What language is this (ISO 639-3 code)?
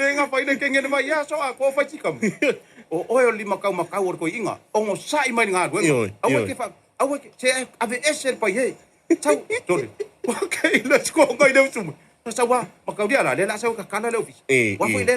smo